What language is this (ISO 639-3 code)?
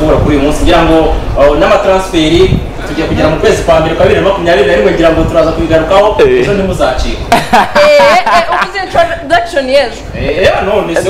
kin